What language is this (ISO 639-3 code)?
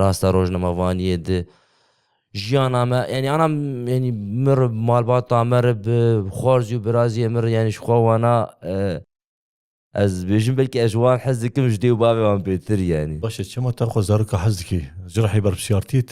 kur